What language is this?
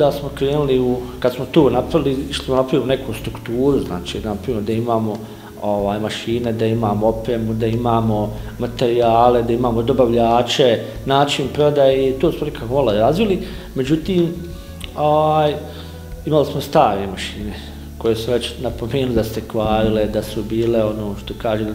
Bosnian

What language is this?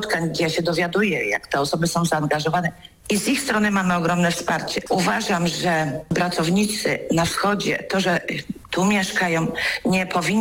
Polish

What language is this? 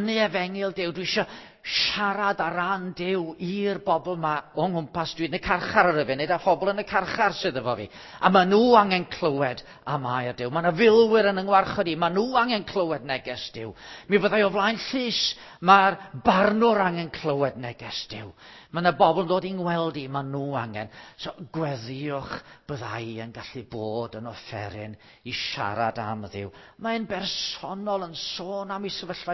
Welsh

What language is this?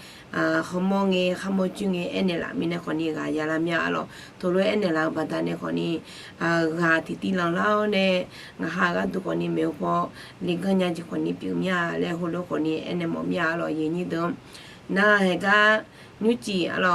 Akha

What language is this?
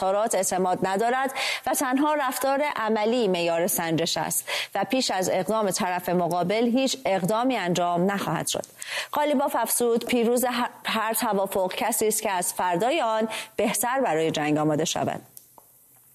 Persian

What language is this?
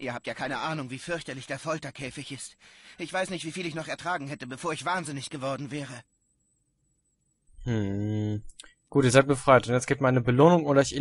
German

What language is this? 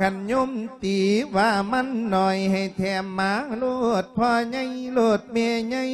Lao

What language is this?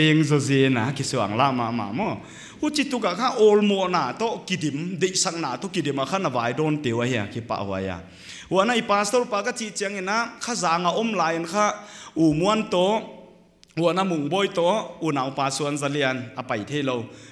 Paite Chin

